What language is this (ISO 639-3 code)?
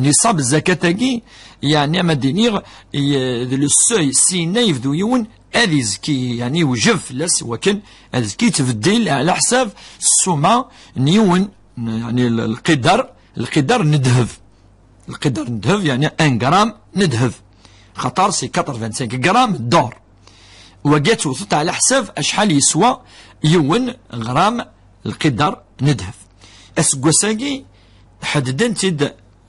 kab